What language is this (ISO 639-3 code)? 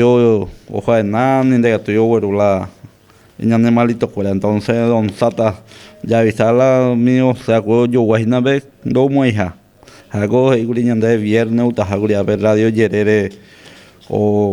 grn